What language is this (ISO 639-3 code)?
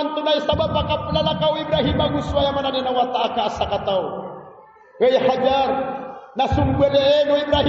mrw